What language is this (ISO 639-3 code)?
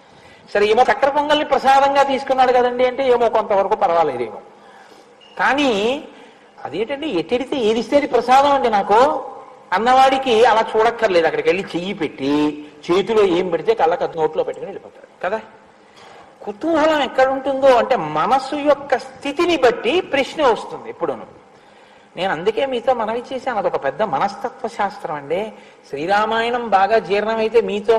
tel